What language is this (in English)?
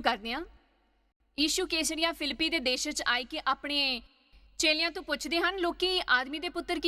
Dogri